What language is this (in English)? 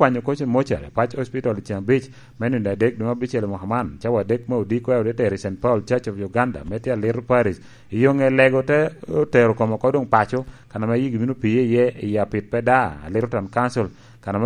Lango (Uganda)